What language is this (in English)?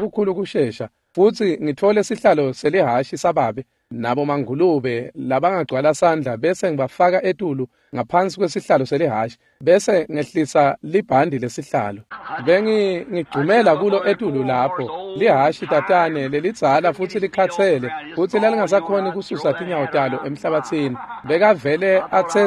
Swati